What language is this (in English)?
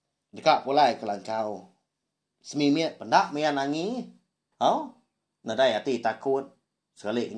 Iban